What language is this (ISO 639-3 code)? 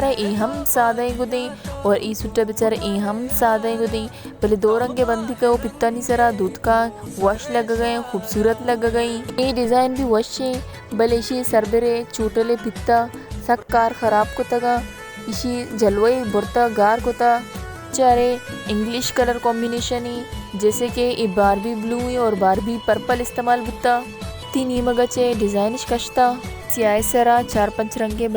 bal